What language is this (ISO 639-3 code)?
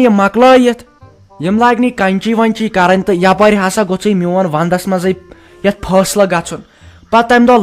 kas